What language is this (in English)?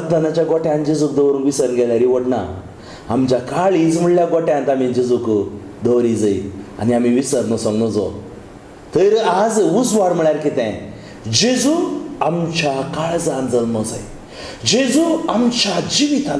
Konkani